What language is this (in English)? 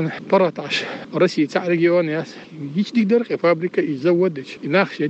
Chechen